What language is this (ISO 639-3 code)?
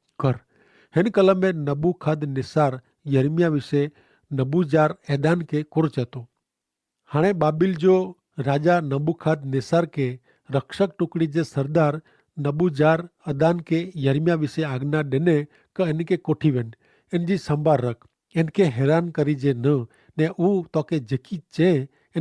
kfr